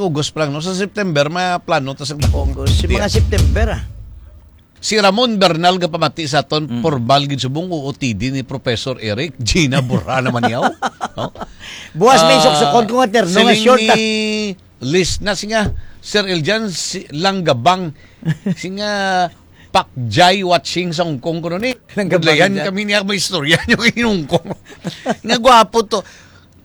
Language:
Hiligaynon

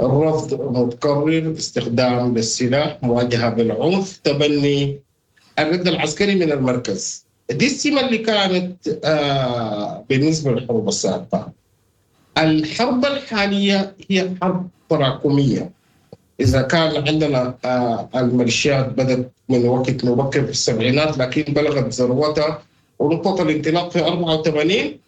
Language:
Sudanese Arabic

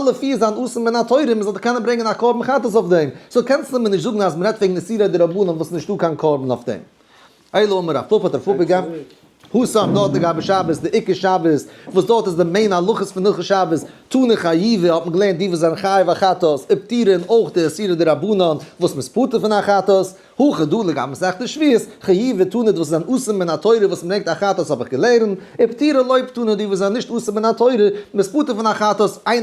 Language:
Yiddish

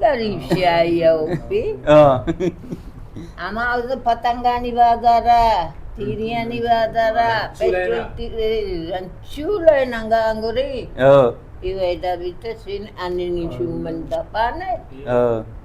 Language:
Baluchi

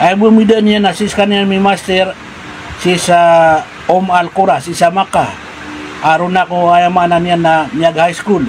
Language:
Maranao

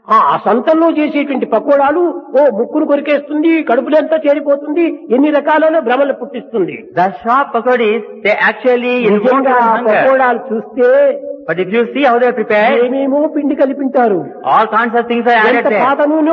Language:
Telugu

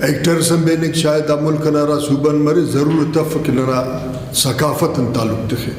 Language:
Brahui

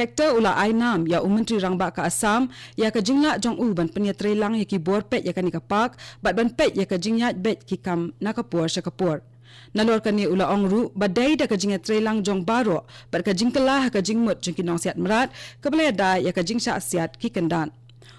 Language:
Khasi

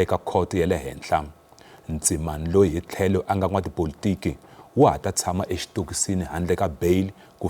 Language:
Tsonga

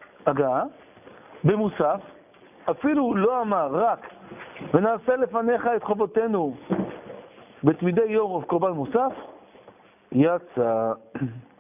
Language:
Hebrew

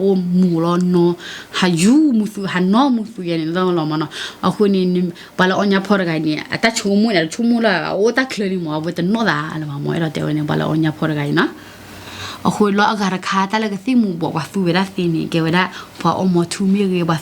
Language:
S'gaw Karen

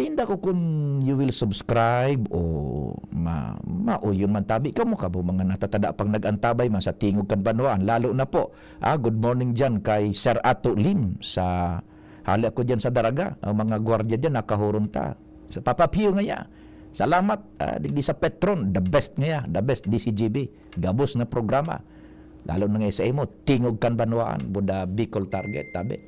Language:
Bikol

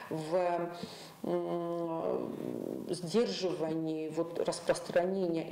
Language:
Ossetic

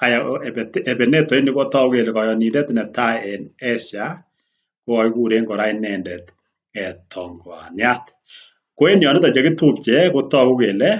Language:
Kalenjin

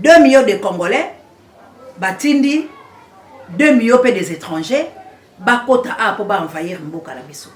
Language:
Lingala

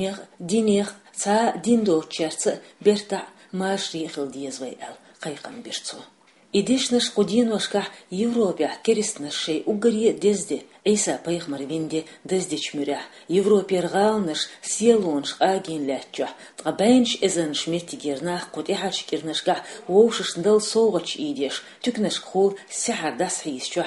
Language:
Chechen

